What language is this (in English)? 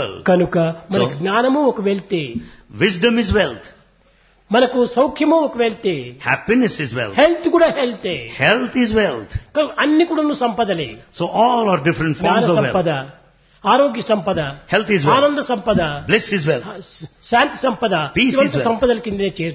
Telugu